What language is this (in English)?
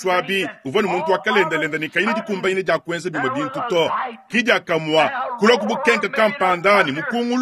Luba-Lulua